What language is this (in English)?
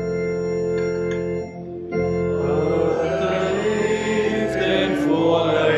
Afrikaans